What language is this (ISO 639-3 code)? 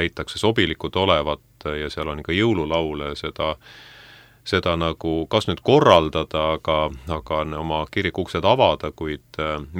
est